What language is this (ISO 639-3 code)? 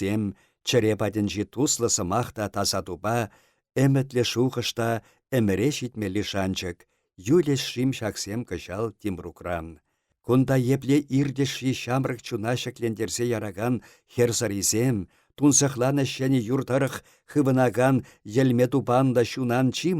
chv